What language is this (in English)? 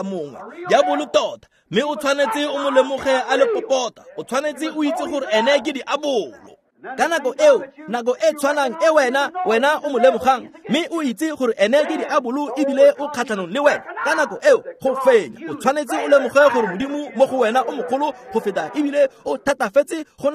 Tswana